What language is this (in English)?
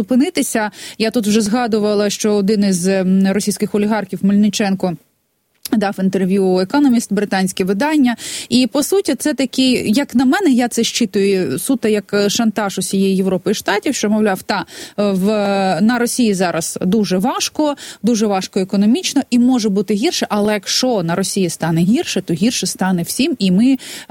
Ukrainian